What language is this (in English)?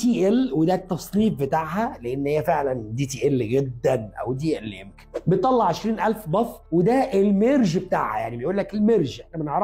Egyptian Arabic